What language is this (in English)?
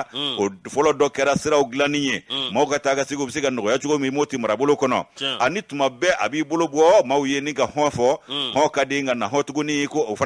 Bambara